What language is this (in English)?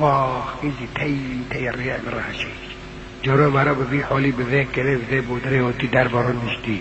Kurdish